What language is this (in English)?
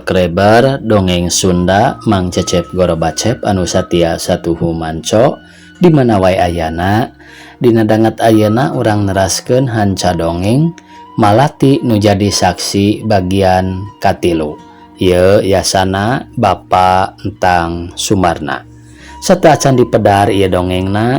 Sundanese